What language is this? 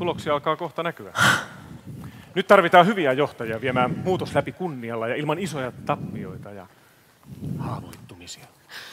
Finnish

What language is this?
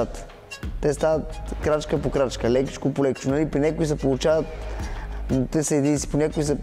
Bulgarian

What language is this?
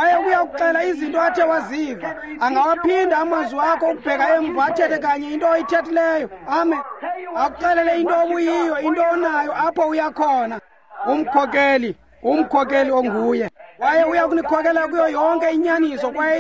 Xhosa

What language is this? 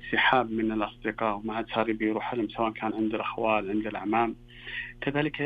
Najdi Arabic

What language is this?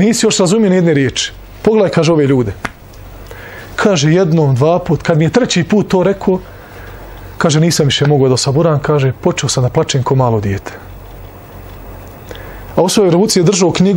Bosnian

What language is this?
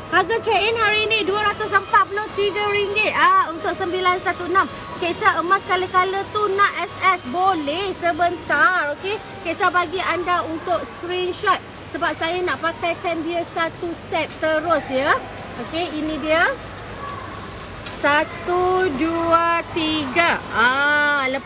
Malay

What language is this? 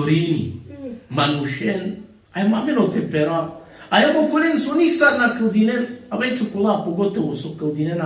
Balkan Romani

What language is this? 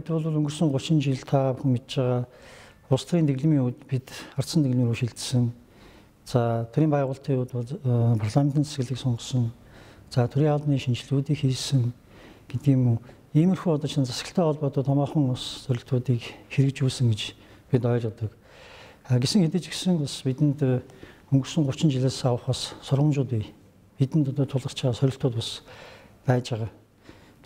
Mongolian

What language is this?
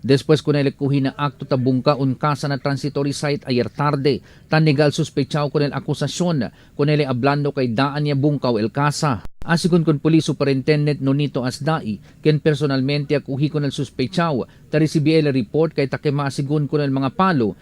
Chavacano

